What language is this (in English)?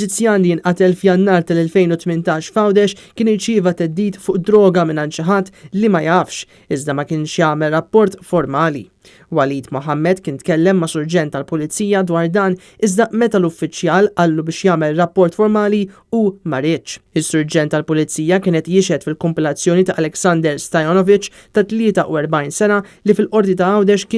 Maltese